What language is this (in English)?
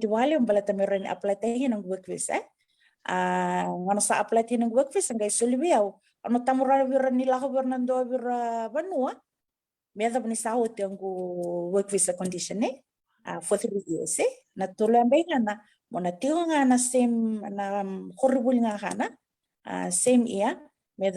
Fijian